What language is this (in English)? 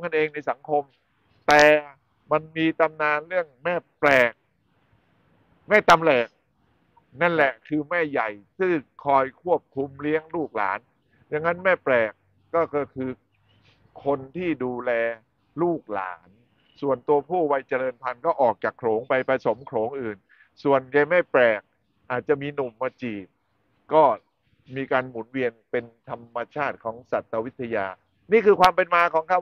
Thai